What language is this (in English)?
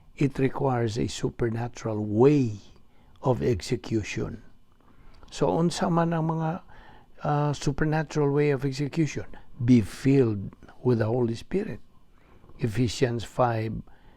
Cebuano